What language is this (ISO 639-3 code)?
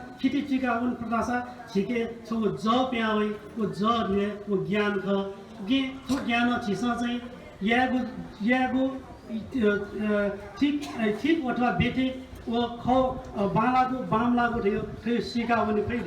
new